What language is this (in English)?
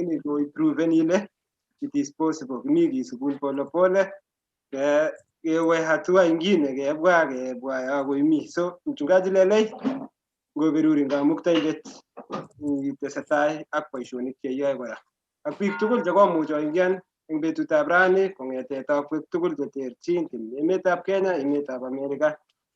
Kalenjin